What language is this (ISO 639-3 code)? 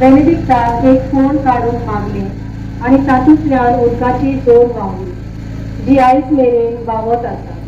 kok